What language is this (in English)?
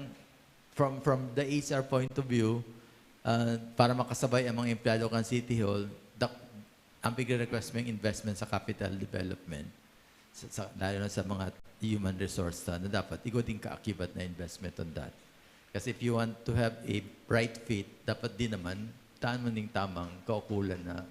Bikol